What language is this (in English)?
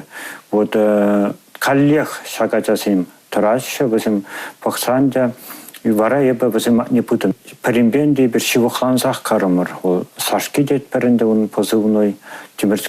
Chuvash